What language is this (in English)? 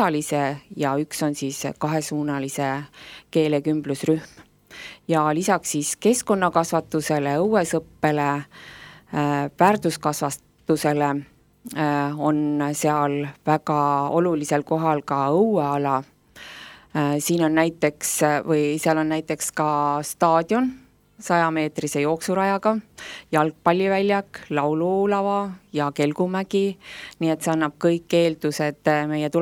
Estonian